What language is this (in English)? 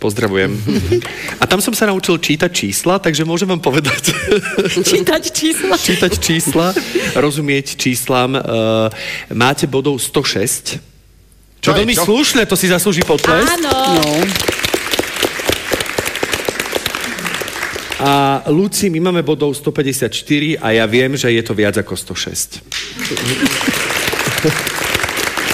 Slovak